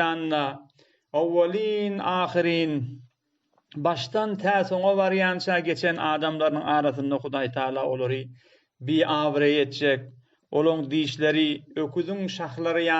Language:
Turkmen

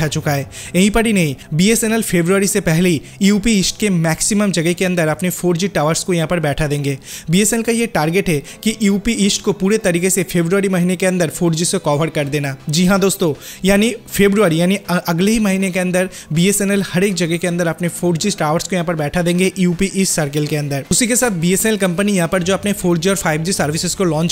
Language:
Hindi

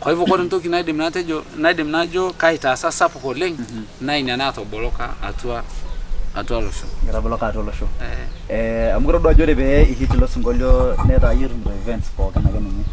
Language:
Masai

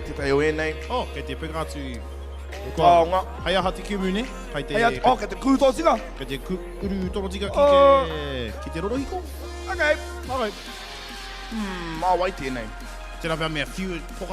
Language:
Māori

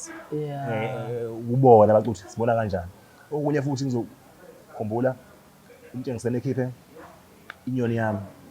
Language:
Zulu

